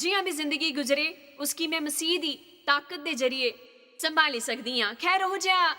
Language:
Dogri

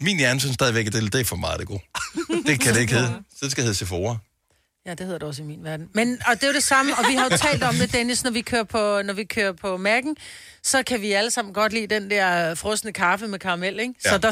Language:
Danish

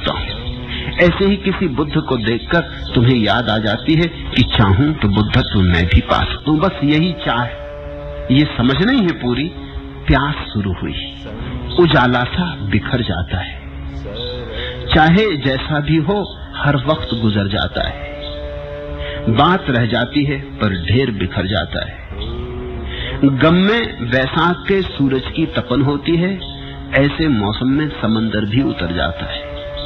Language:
Hindi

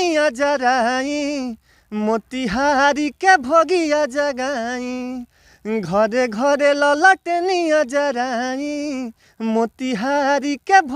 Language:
Bhojpuri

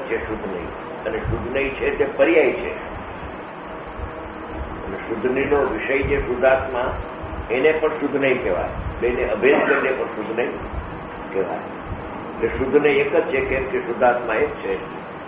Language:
Gujarati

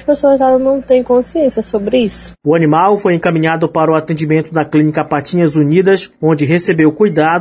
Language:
Portuguese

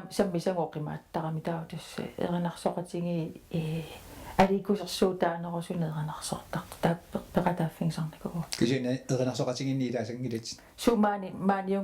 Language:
Kalaallisut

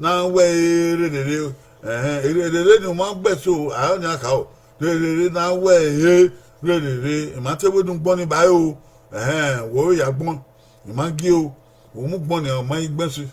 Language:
Bini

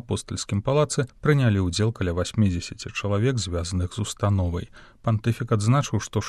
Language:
Belarusian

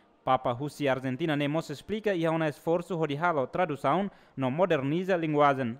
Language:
Tetum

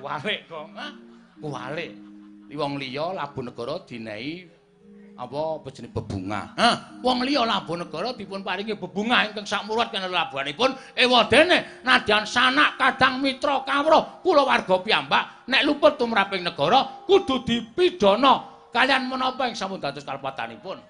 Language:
Javanese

